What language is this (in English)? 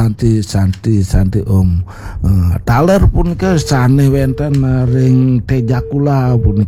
Balinese